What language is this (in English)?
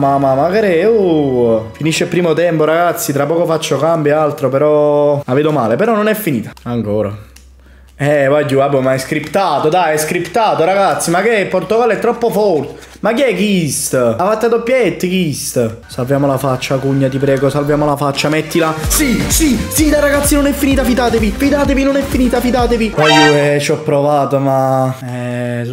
Italian